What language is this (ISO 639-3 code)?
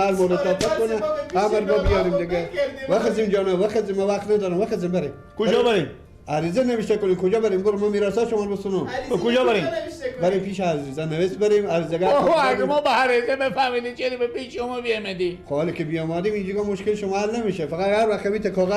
fas